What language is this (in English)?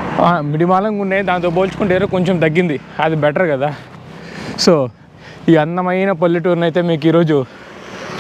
Telugu